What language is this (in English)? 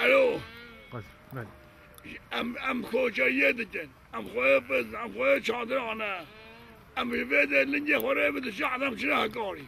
Kurdish